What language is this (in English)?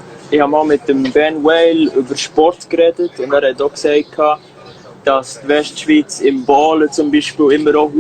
Swiss German